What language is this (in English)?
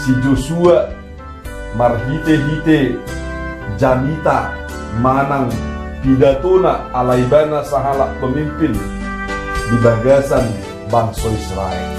Batak Toba